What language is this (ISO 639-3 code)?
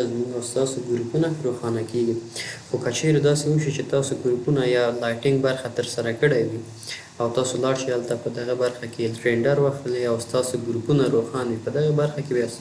pus